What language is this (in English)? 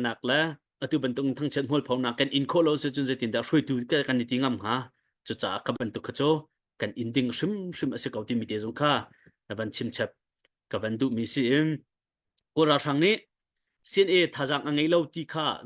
Hakha Chin